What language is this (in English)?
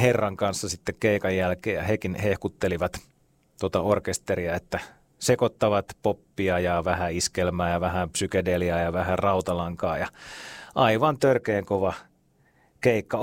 Finnish